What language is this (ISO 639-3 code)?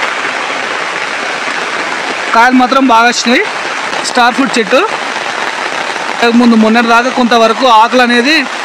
tel